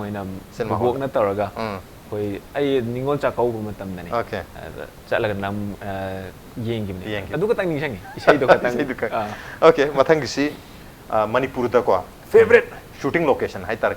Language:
Manipuri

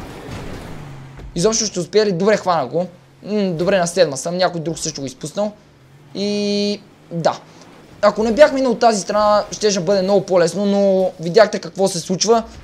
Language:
Bulgarian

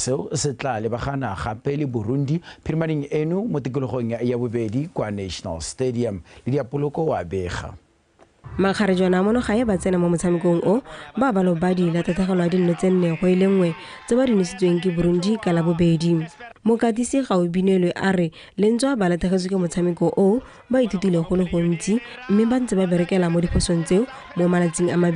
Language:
Tswana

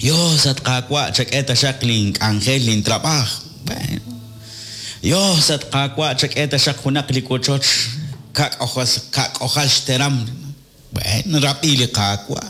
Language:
Kekchí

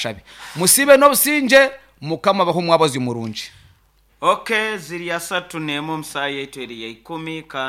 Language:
Nyankole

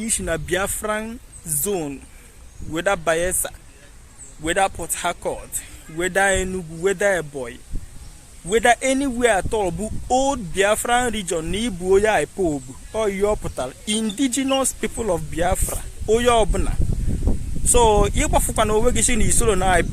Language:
Igbo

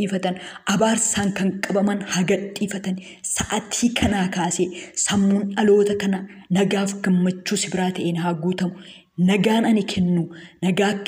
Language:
Oromo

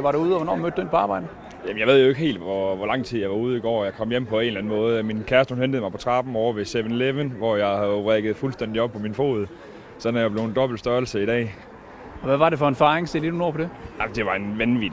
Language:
Danish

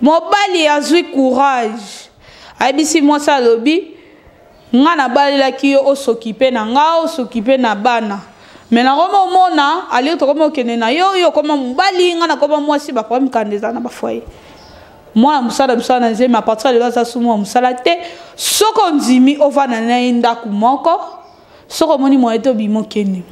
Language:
Lingala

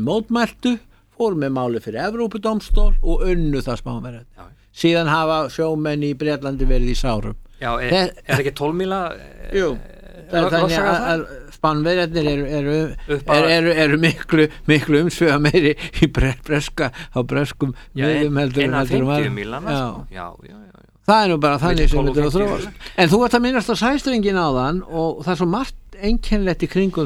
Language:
Icelandic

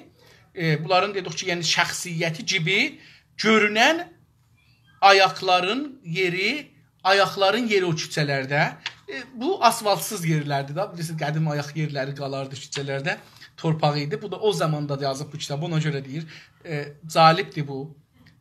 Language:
South Azerbaijani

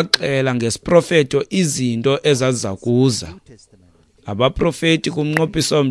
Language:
Xhosa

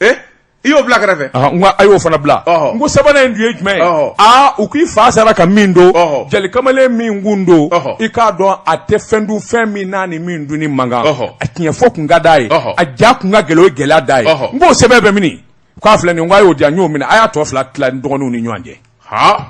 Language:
Bambara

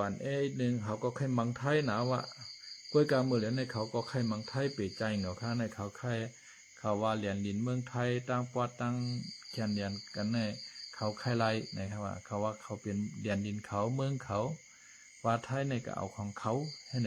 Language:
Shan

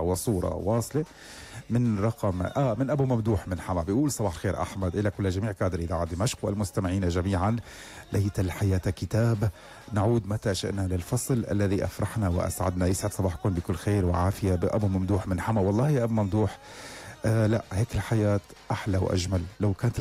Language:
North Levantine Arabic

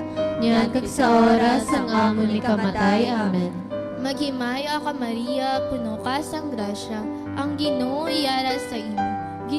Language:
Hiligaynon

